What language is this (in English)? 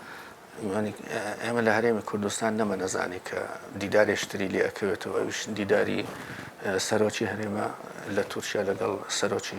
Central Kurdish